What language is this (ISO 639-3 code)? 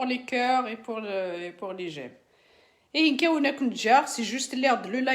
kab